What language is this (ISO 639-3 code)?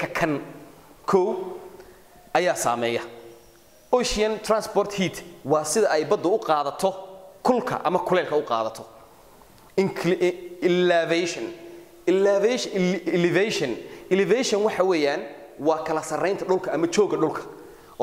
som